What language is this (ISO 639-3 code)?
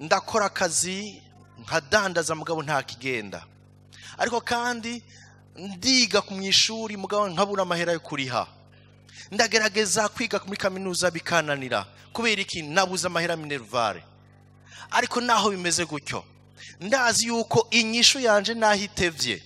run